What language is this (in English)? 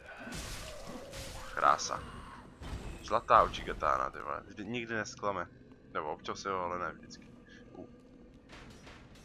Czech